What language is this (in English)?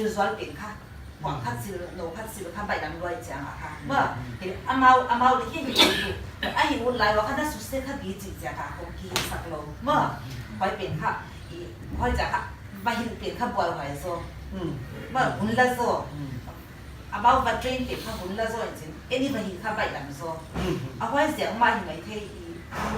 Paite Chin